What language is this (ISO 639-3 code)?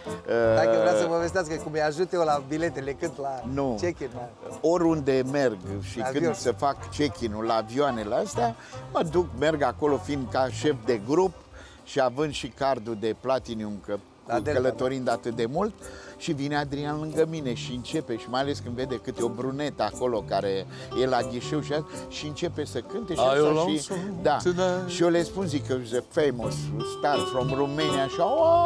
ron